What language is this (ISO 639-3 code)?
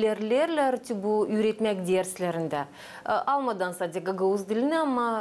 gag